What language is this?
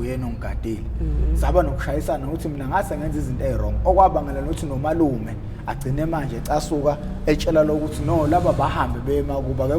Zulu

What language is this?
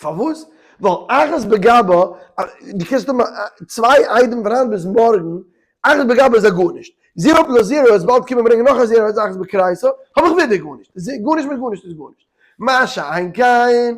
Yiddish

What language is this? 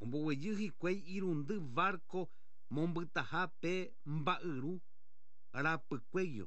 Guarani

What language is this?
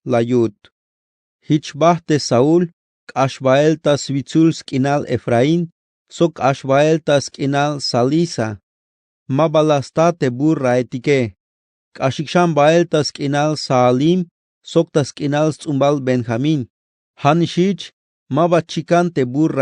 Tzeltal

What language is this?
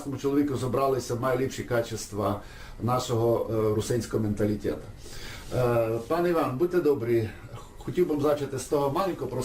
Rusyn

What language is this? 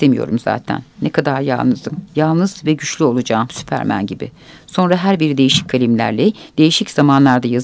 Turkish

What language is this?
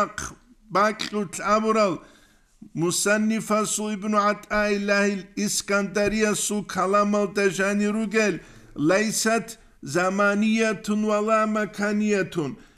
Avaric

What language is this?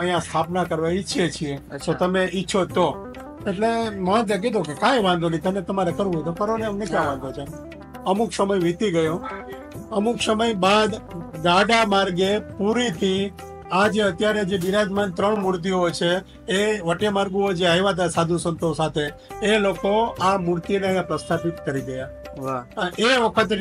Gujarati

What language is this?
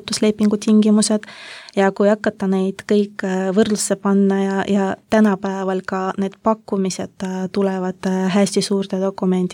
Estonian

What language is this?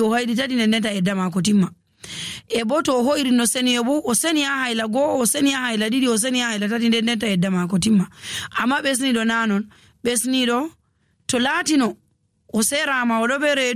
Nigerian Fulfulde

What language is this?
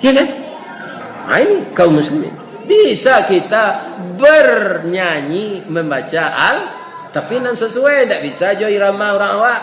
Minangkabau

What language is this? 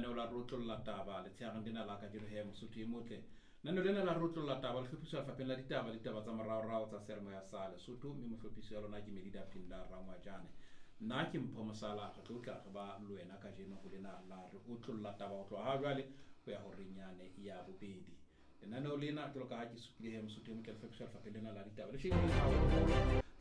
Southern Sotho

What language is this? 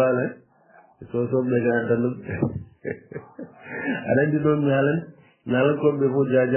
Fula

